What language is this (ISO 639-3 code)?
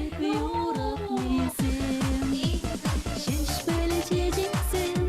chv